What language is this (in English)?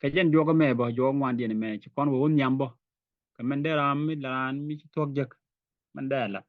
Nuer